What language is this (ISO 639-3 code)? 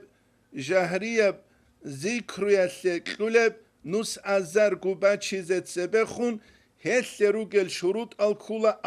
ava